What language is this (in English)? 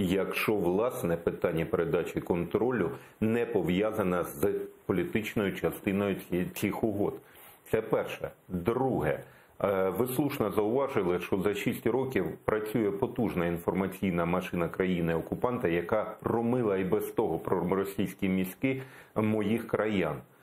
Ukrainian